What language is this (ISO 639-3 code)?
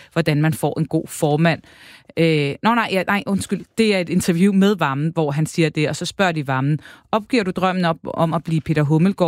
dan